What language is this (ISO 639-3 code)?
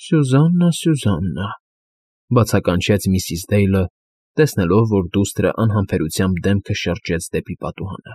hye